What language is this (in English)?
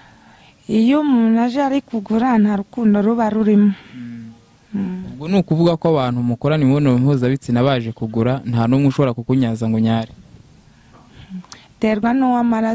Kinyarwanda